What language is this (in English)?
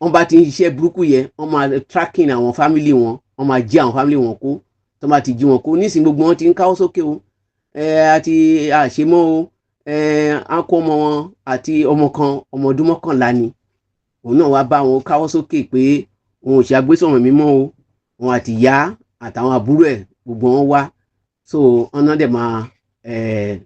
Yoruba